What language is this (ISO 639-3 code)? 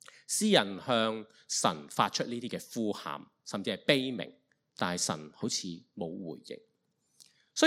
yue